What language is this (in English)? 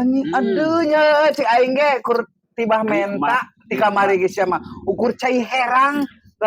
Sundanese